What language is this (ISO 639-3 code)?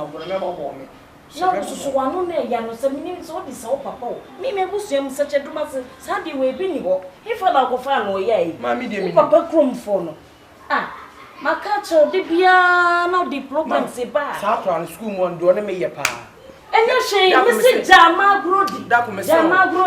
aka